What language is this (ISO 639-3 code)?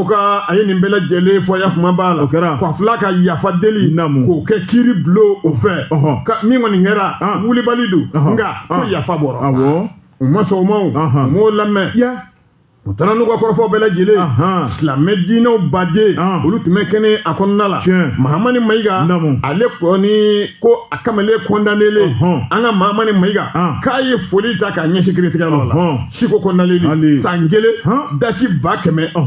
bam